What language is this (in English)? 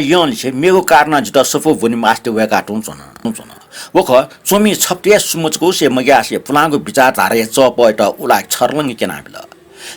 Newari